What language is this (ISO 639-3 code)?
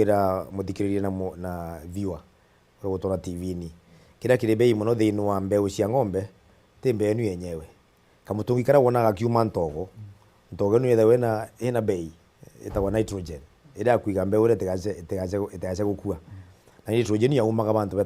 mer